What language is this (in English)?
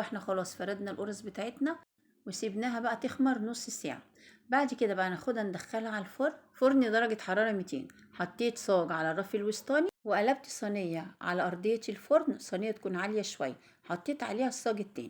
Egyptian Arabic